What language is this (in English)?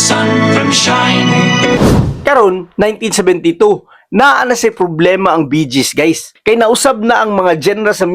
Cebuano